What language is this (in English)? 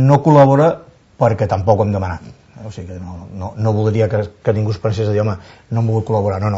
Catalan